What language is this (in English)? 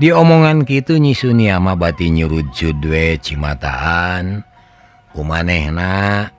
Sundanese